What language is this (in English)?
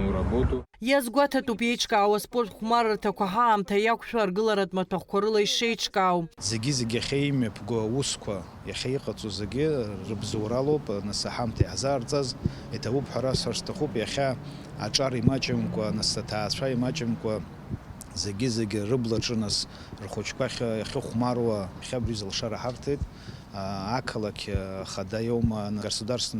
Abkhazian